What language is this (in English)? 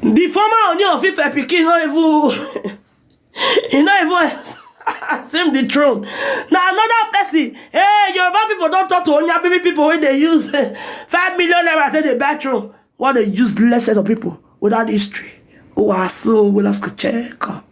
Nigerian Pidgin